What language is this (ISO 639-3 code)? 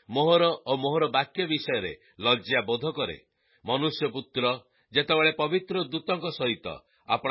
ori